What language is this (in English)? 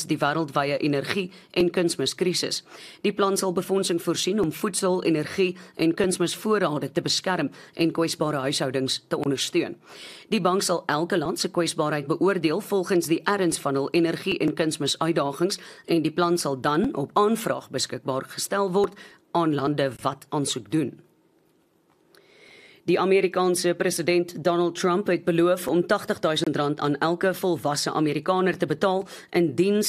Afrikaans